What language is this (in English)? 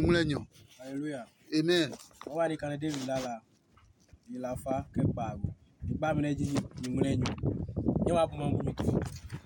Adangme